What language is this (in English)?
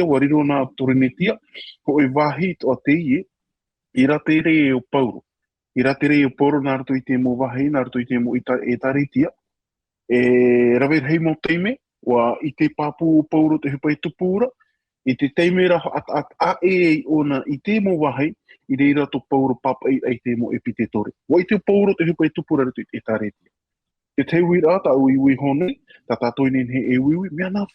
Tahitian